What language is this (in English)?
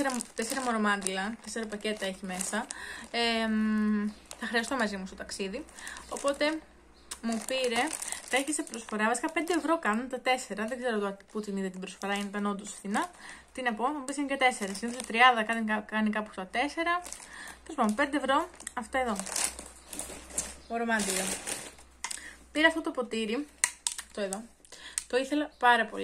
Greek